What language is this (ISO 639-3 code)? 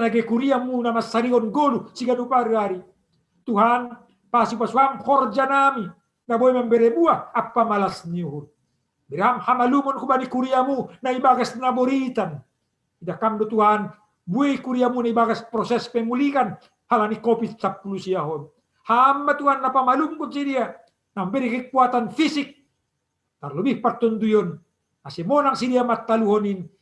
bts